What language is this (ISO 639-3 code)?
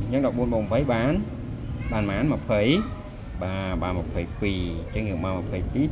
khm